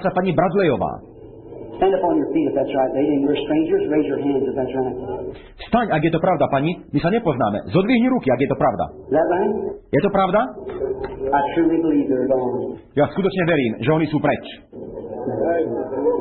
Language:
Slovak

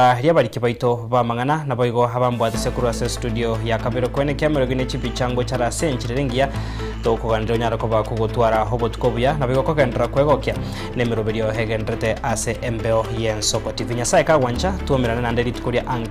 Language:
Gusii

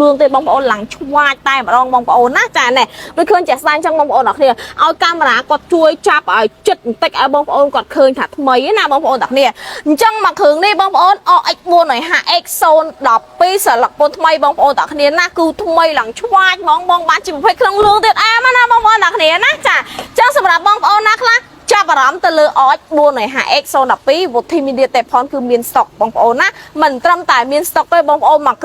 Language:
Khmer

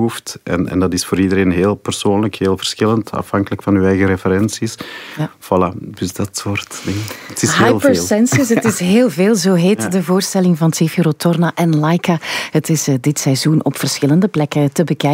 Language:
Dutch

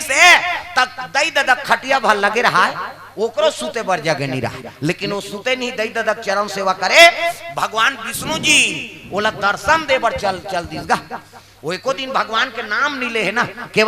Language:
Chhattisgarhi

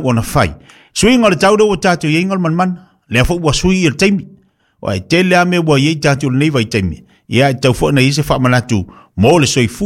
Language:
Samoan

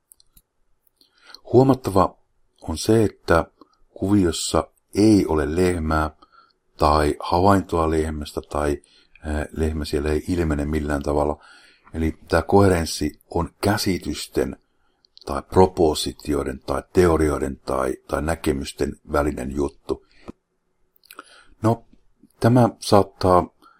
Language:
Finnish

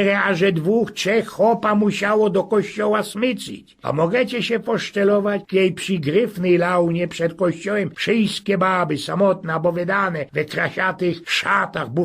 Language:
Silesian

